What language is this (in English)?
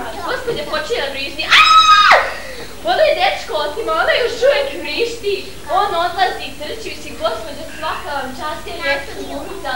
Serbian